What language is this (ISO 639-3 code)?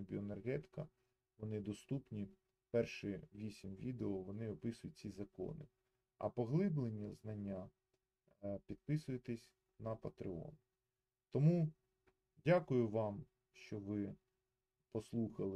ukr